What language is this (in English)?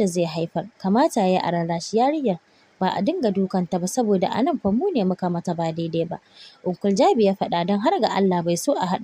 Hausa